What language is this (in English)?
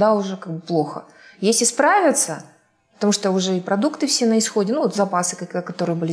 Russian